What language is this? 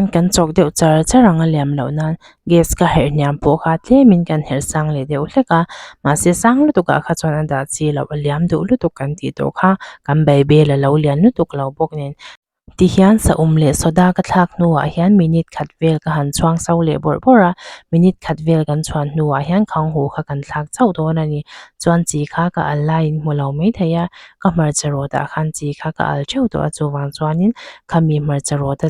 Mizo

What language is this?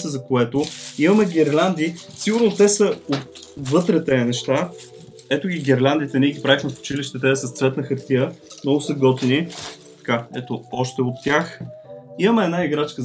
Bulgarian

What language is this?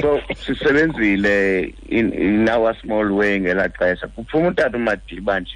Xhosa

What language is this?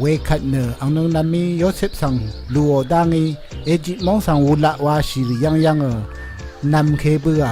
Rawang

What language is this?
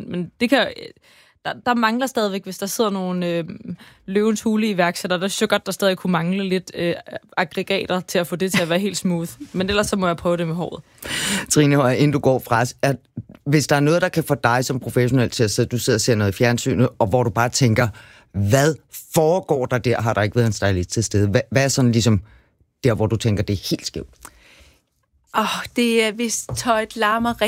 Danish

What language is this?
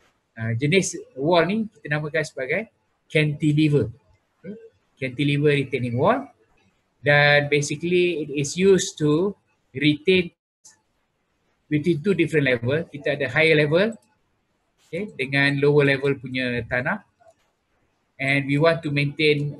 Malay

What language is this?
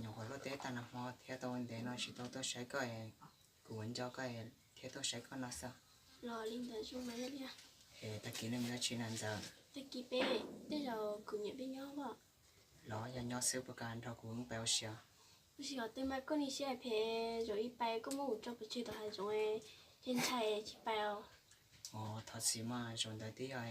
Hmong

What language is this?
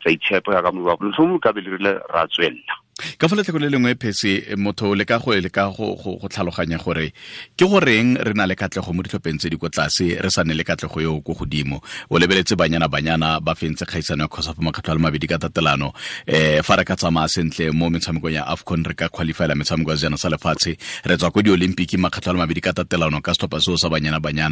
Tswana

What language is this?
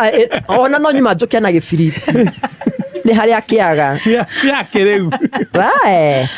Kikuyu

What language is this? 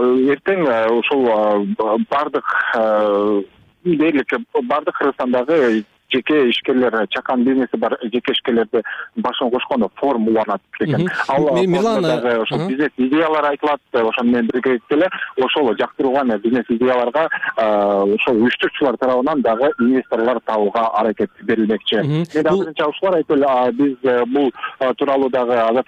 Kyrgyz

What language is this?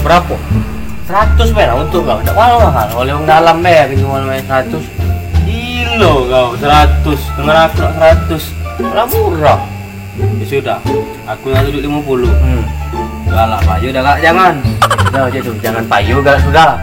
Musi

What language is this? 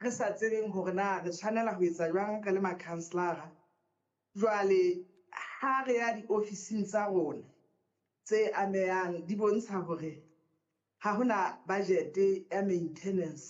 Southern Sotho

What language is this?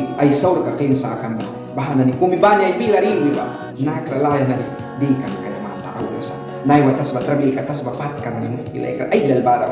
Mískito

